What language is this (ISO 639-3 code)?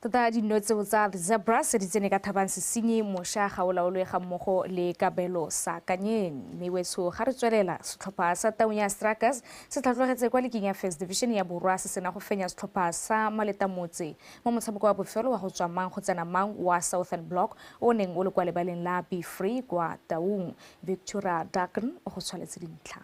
tsn